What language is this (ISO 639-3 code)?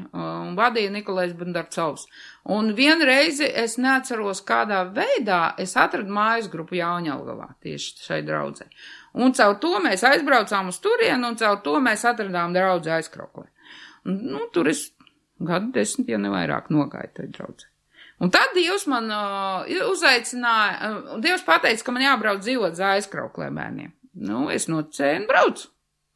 lav